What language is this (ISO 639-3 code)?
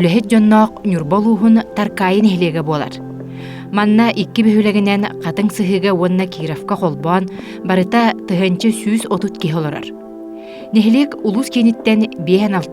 sah